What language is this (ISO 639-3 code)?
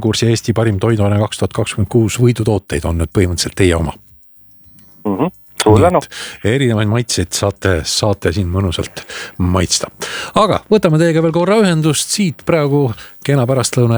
est